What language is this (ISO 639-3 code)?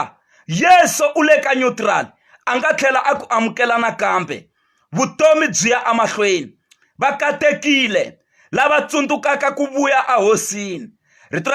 tso